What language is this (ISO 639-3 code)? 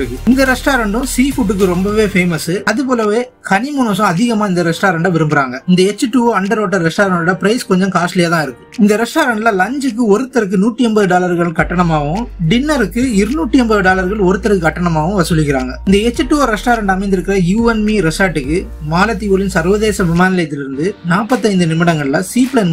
tam